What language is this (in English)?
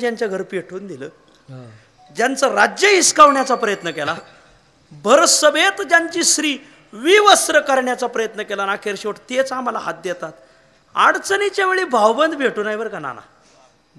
Marathi